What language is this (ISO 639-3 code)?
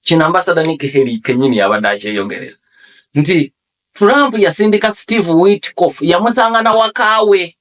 lug